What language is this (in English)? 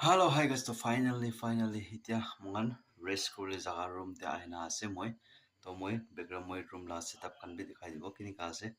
Naga Pidgin